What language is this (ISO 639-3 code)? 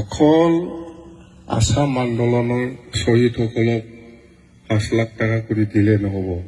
brx